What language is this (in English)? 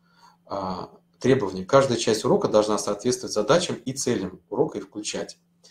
Russian